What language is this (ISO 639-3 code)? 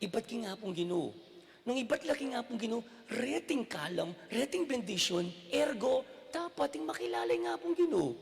pam